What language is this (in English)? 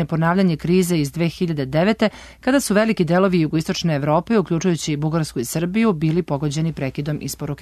Serbian